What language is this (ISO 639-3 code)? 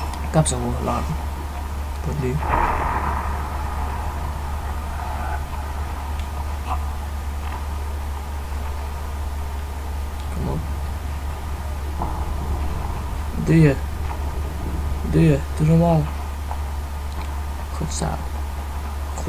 nld